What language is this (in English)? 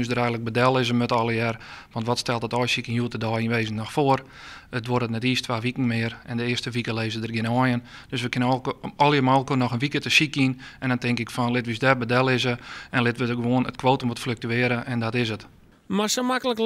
Western Frisian